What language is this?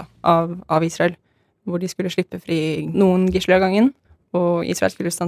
Norwegian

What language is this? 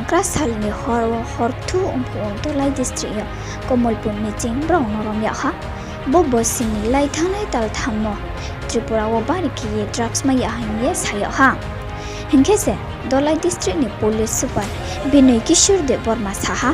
Riang (India)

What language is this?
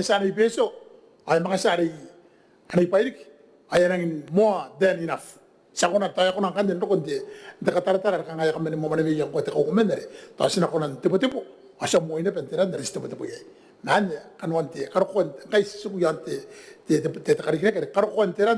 Gilbertese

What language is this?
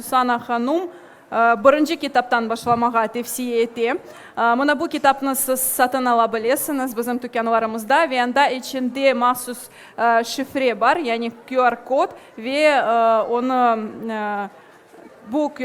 Crimean Tatar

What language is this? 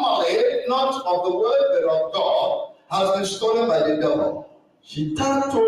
Tiv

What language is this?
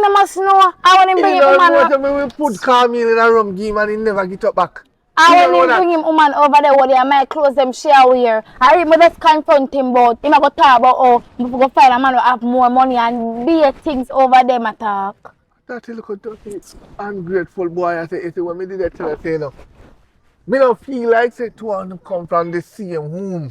Jamaican Creole English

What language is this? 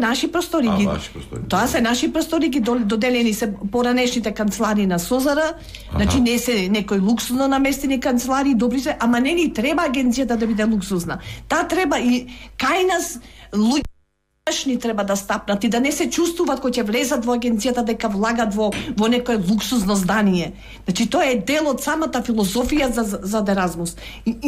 Macedonian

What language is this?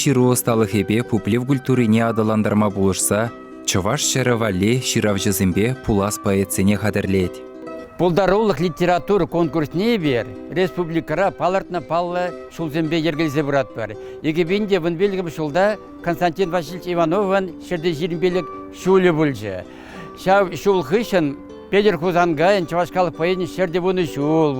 Chuvash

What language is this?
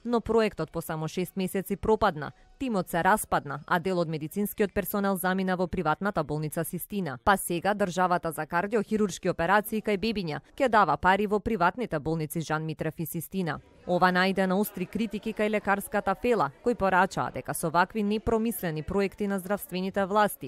Macedonian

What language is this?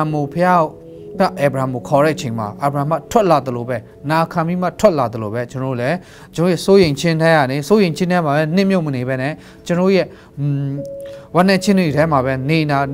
Burmese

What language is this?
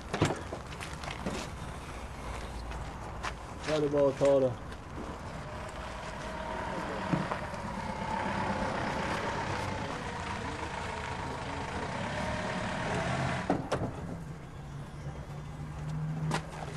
Swedish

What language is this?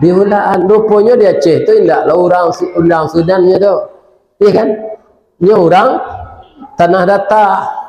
Minangkabau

